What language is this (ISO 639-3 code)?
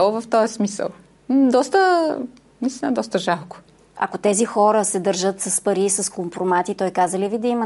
bul